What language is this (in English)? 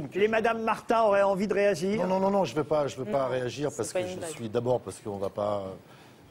French